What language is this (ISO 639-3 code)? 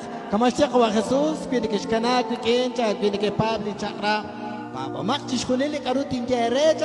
kek